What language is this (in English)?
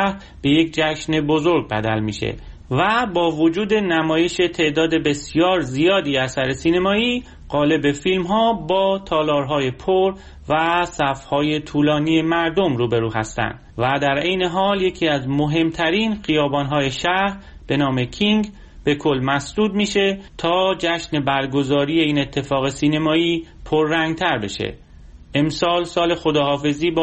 Persian